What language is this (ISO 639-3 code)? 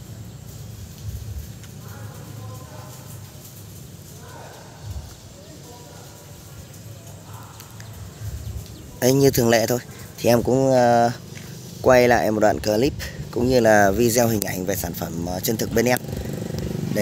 vie